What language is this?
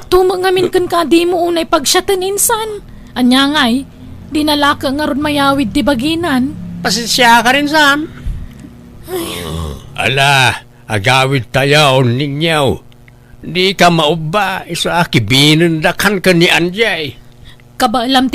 Iloko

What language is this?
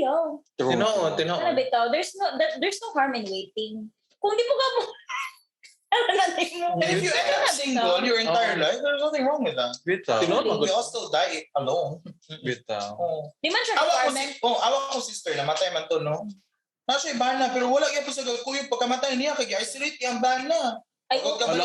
Cebuano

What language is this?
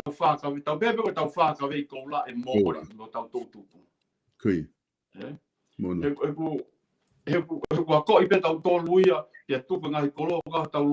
Tongan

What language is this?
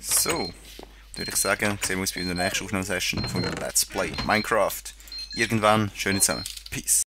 Swiss German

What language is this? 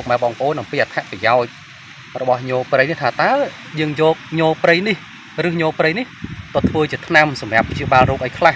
Khmer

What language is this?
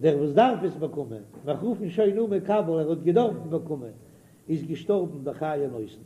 Yiddish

